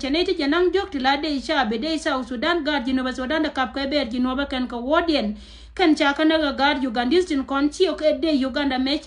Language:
Nuer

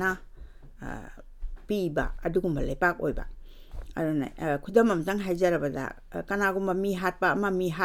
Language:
Manipuri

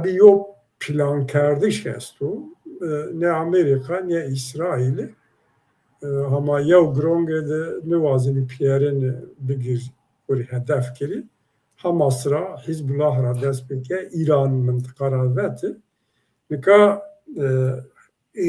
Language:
Zaza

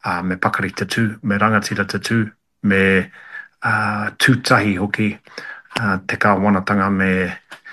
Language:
Māori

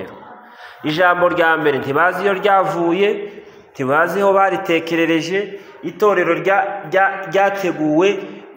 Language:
Kinyarwanda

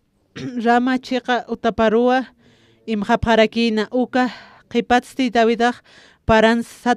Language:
Aymara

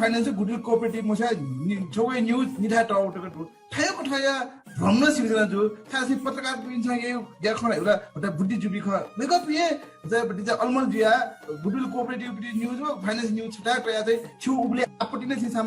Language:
Newari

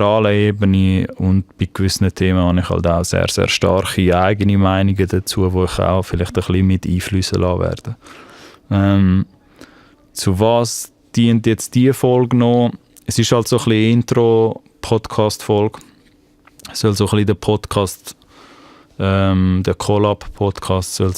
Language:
Swiss German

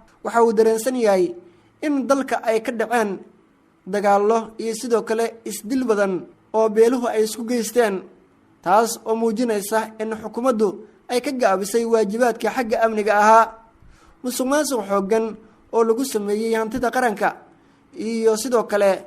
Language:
Somali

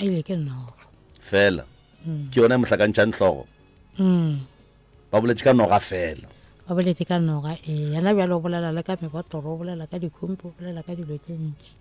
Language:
Northern Sotho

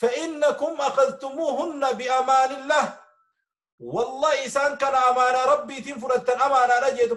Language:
Oromo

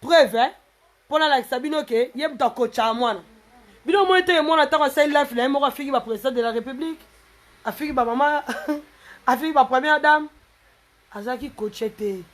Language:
Lingala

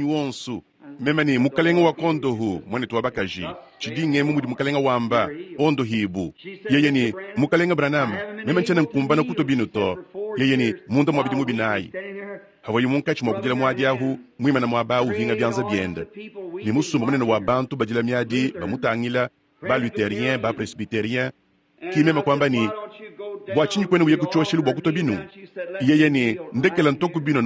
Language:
Luba-Lulua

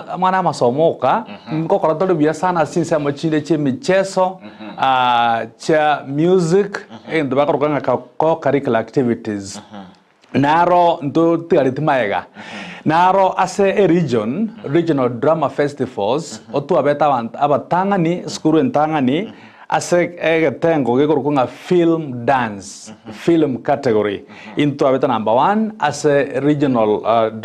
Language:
Gusii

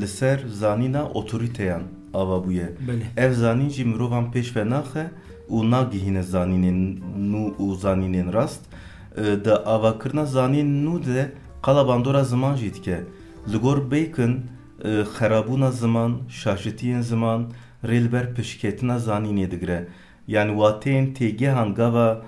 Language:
Kurdish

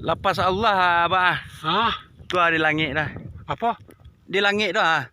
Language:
Minangkabau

